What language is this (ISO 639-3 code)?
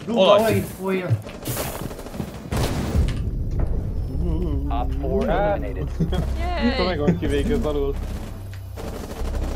hun